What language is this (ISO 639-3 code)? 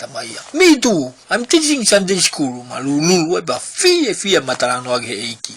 ton